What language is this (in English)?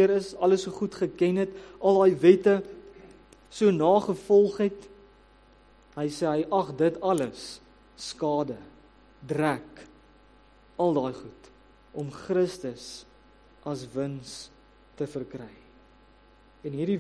Afrikaans